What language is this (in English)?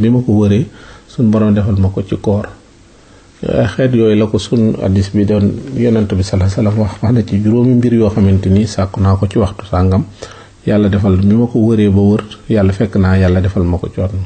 Wolof